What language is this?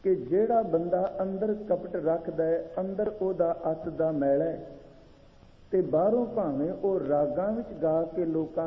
Punjabi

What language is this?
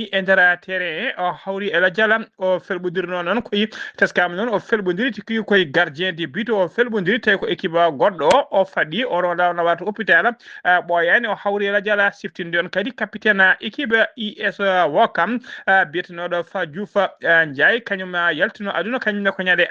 Fula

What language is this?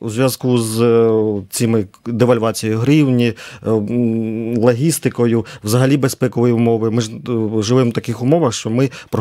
Ukrainian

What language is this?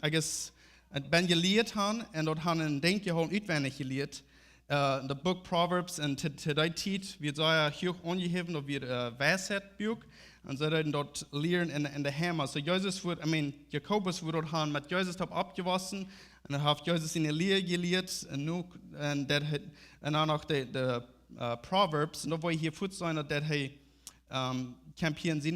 Plautdietsch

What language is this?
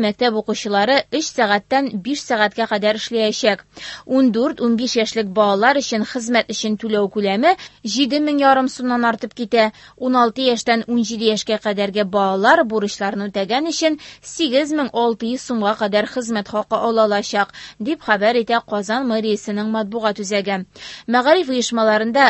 Tatar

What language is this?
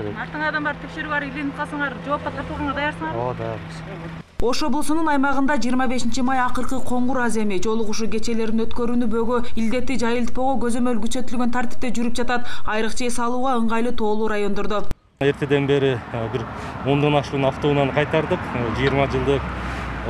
Kyrgyz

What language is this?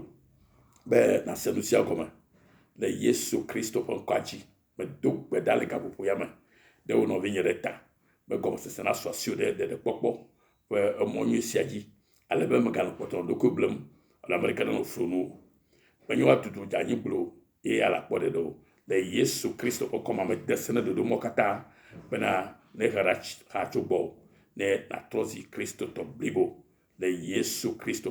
Ewe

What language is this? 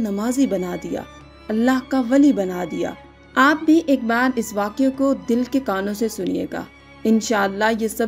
Urdu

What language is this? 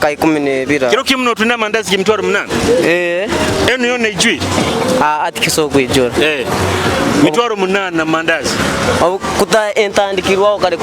Nyoro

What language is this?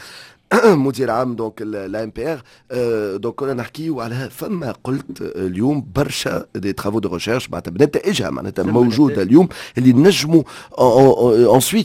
Tunisian Arabic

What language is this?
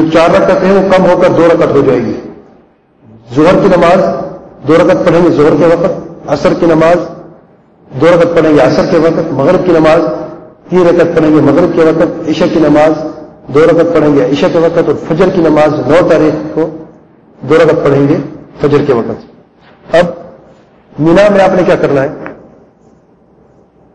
Urdu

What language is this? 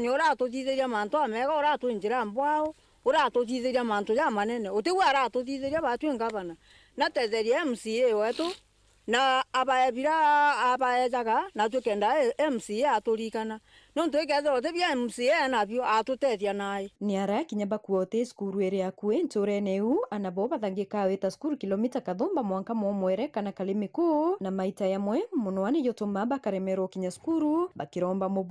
Meru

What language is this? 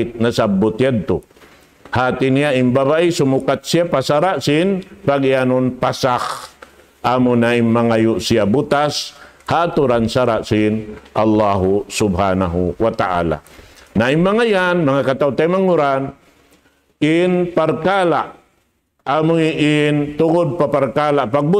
Tausug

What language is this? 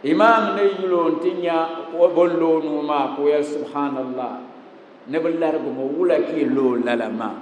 Dagbani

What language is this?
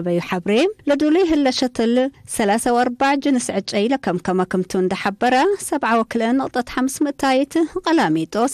Tigre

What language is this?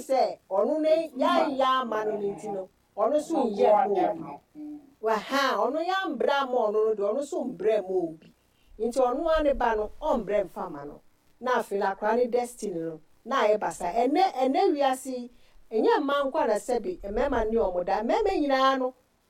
Akan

